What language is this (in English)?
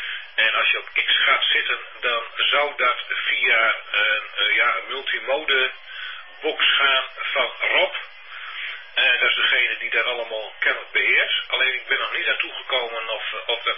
Dutch